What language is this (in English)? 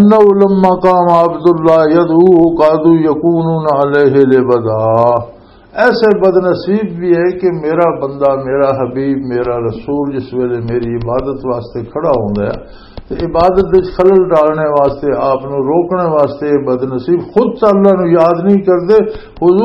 Western Panjabi